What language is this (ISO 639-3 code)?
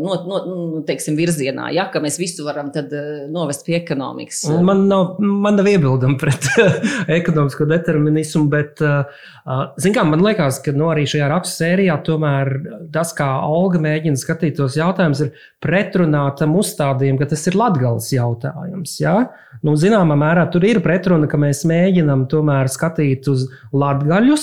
lav